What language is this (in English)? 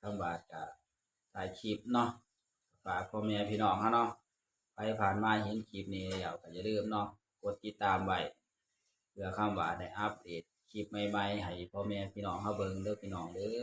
Lao